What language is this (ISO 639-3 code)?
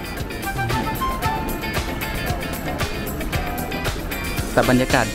tha